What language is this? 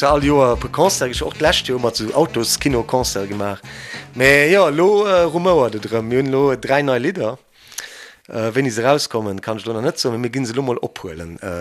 Luxembourgish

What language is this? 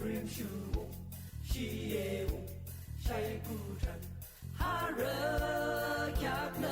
Yimchungru Naga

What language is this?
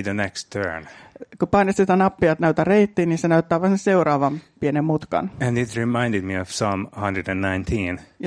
Finnish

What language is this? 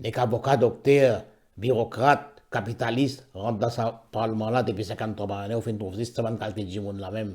Morisyen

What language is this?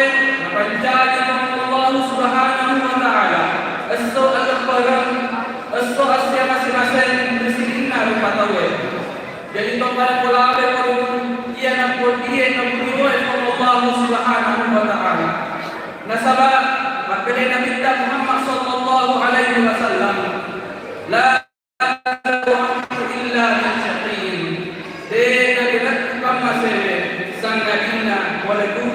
Buginese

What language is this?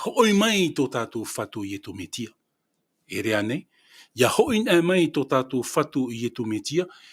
Tahitian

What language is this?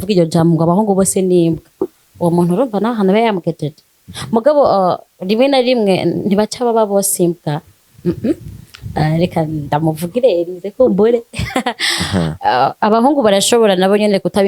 Rundi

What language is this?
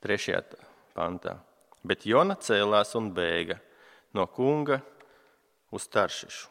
Latvian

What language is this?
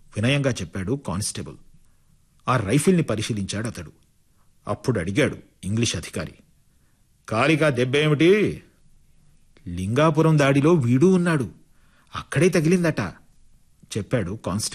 Telugu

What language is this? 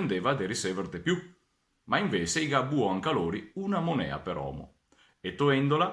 Venetian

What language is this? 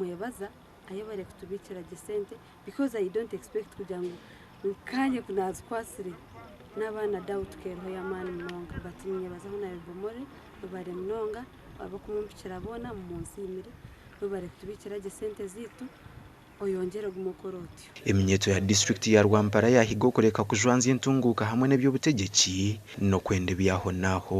Nyankole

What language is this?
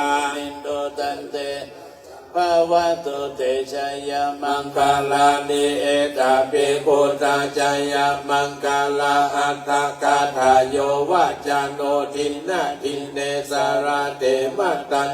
Pali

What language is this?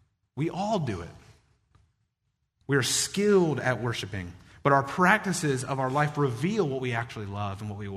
English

